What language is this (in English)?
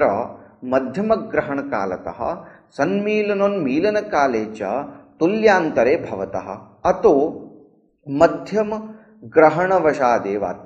Sanskrit